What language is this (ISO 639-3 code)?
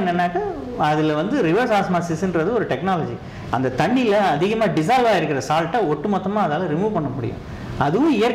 tam